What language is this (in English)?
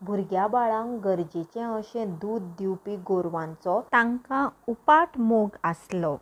Konkani